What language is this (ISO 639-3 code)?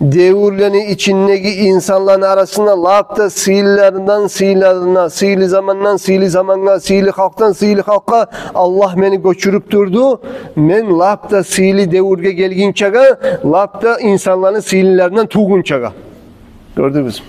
kum